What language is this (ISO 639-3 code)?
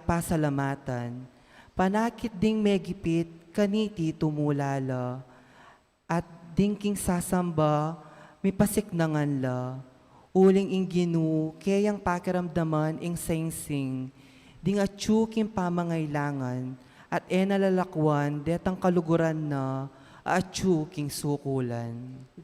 pam